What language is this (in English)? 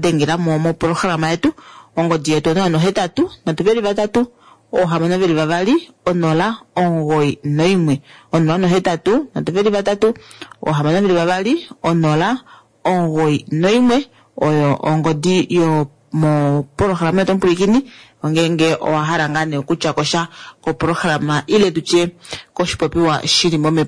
Kuanyama